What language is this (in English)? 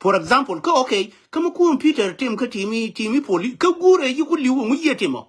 Nuer